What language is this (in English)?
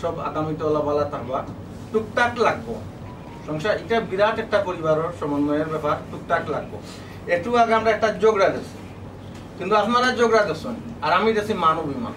Sylheti